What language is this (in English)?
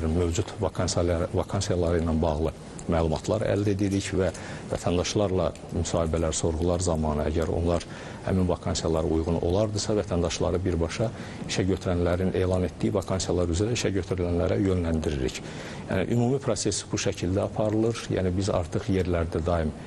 Azerbaijani